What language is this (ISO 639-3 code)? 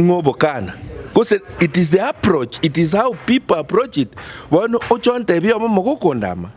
guz